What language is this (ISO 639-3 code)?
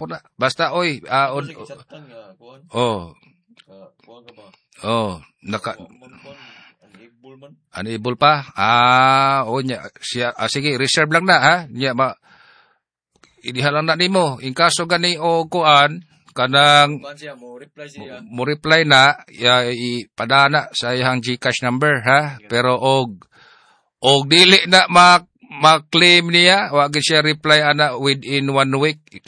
ceb